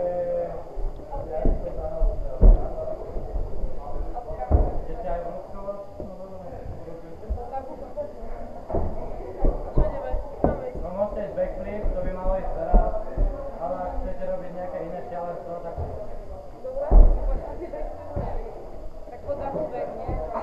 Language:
Slovak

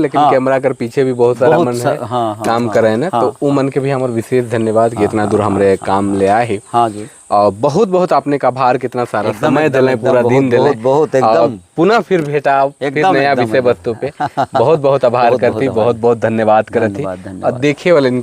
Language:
Sadri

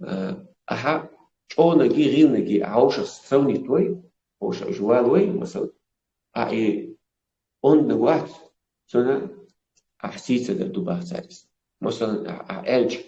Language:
Chechen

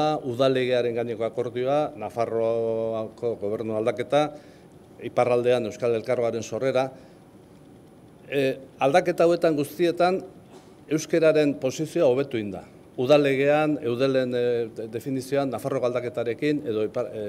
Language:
Basque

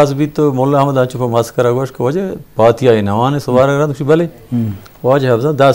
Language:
Eastern Balochi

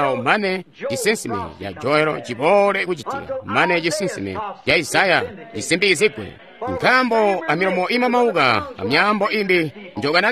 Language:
Tonga (Zambia)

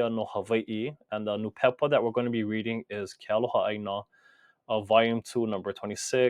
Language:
Hawaiian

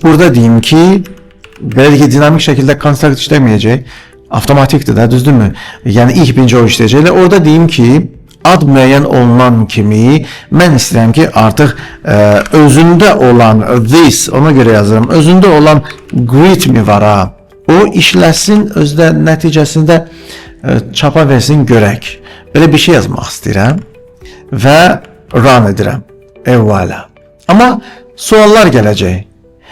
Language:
Azerbaijani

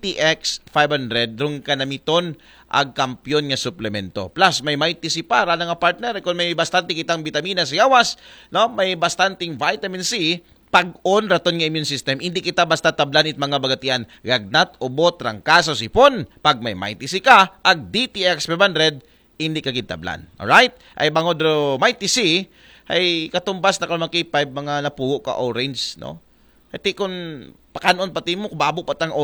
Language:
Aklanon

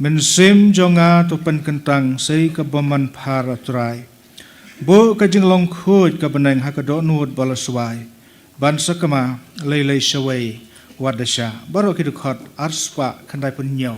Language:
Khasi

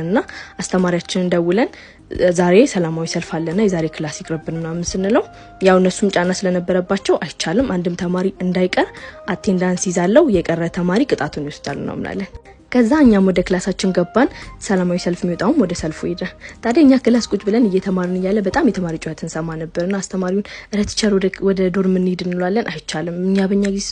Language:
Amharic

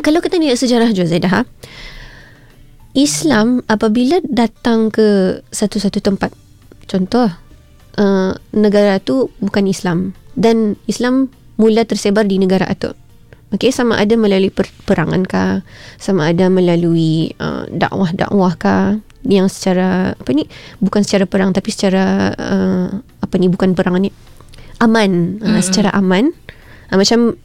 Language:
Malay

